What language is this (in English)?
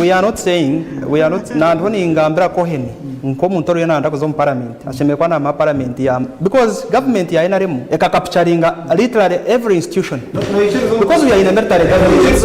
Nyankole